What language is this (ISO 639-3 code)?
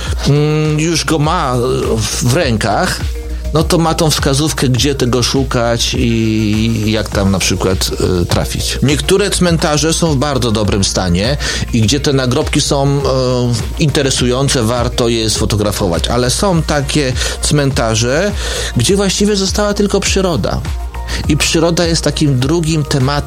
pol